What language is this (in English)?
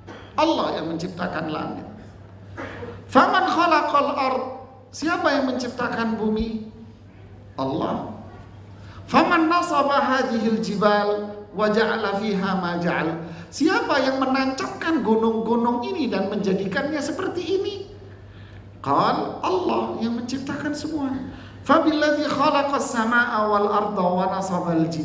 Indonesian